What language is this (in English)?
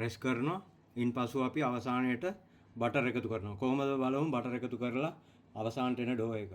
Sinhala